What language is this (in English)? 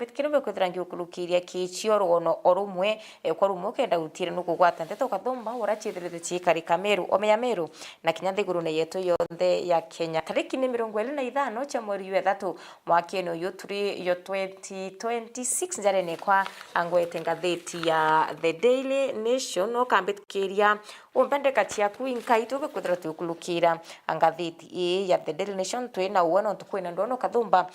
Meru